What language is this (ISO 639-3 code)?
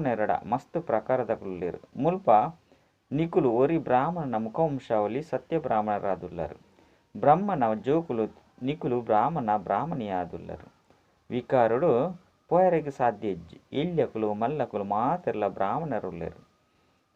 tcy